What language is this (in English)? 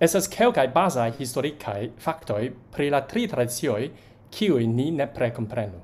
Esperanto